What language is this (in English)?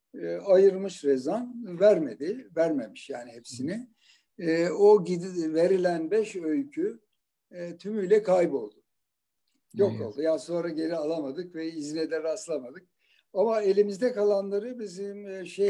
Turkish